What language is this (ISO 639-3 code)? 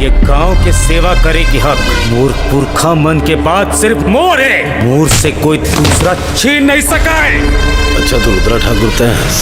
hne